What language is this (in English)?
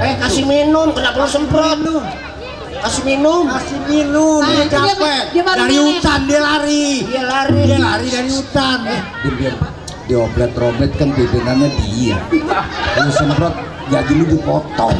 Betawi